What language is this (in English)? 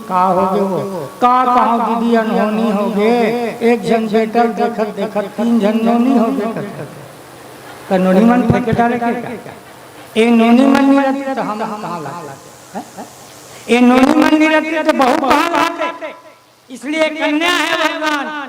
Chhattisgarhi